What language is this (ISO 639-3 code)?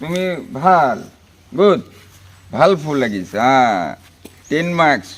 asm